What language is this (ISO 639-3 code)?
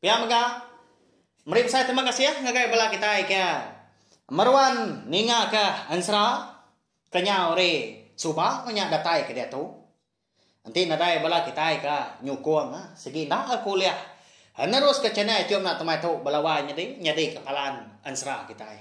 iba